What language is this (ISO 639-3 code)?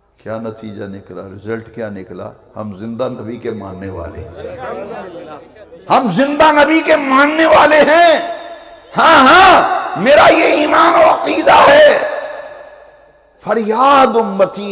urd